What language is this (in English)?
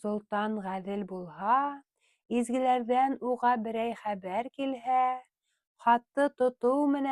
Bashkir